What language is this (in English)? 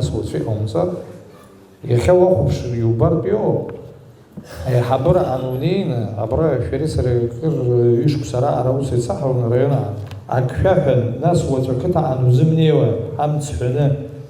Abkhazian